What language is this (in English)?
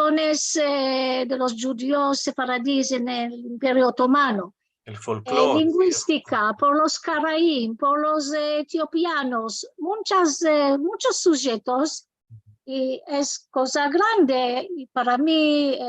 Ladino